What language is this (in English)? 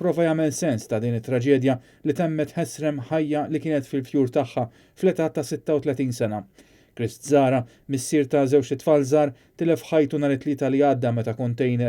Maltese